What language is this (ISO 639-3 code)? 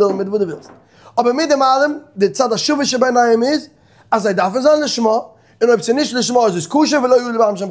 yid